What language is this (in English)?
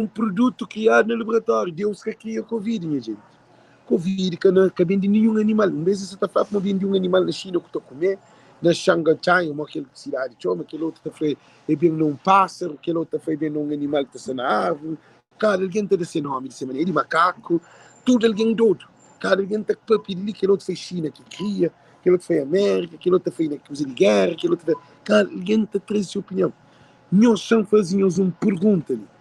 Kabuverdianu